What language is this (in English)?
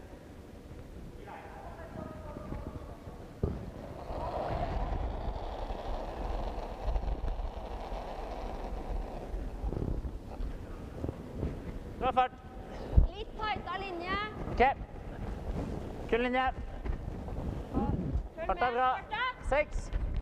Norwegian